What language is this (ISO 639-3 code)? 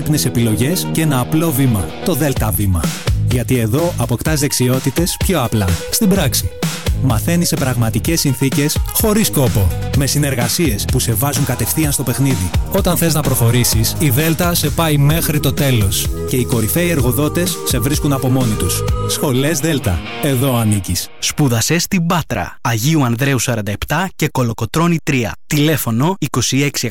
ell